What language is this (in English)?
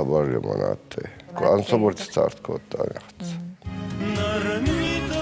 Ossetic